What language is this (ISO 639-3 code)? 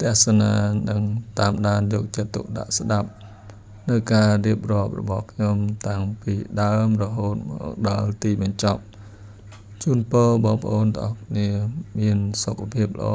khm